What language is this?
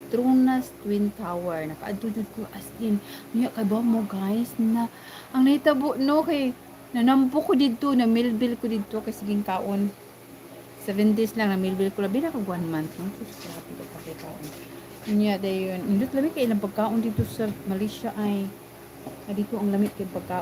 Cebuano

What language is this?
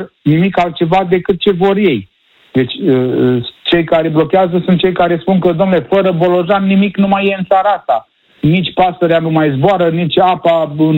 Romanian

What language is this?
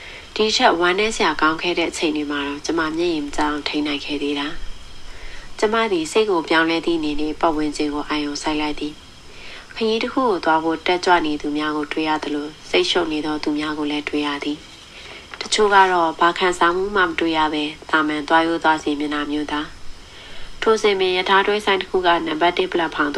Burmese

